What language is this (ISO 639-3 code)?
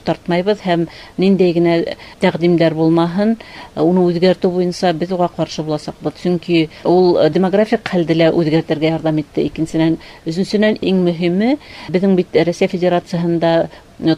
bak